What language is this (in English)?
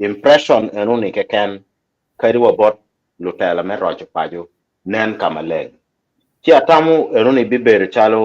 Acoli